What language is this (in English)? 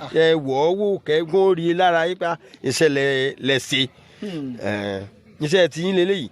Yoruba